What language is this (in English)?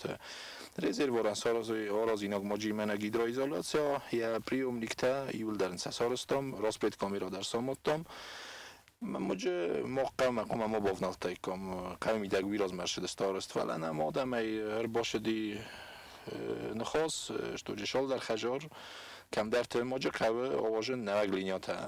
Ossetic